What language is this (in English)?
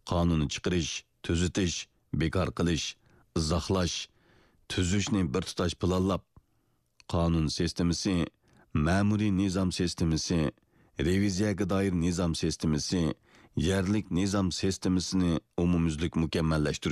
Uyghur